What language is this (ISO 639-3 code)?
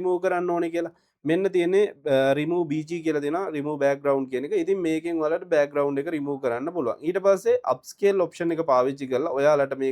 sin